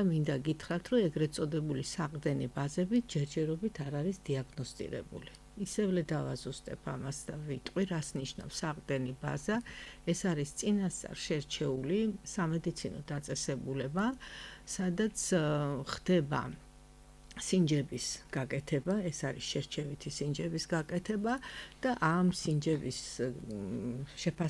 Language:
Georgian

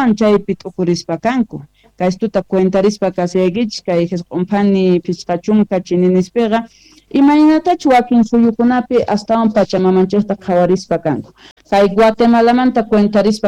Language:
Quechua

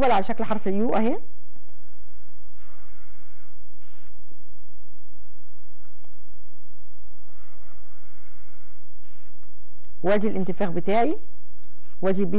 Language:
Egyptian Arabic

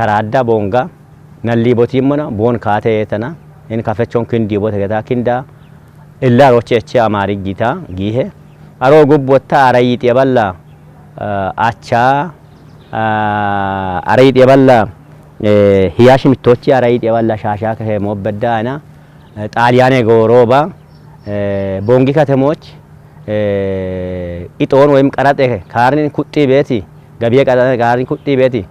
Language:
Kafa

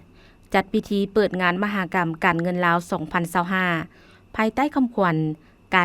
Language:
Lao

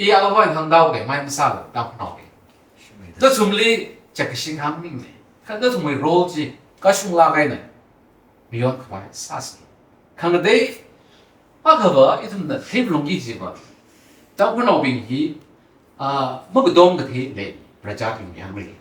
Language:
Tangkhul Naga (India)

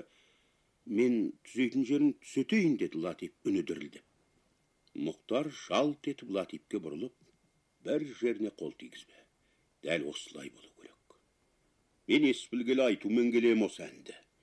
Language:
Kazakh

